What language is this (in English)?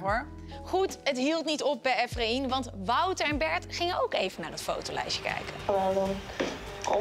Dutch